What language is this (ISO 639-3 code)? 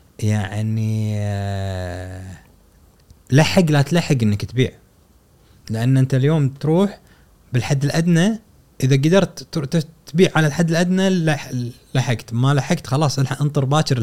afb